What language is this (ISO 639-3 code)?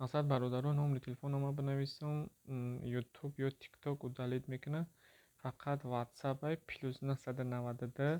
tgk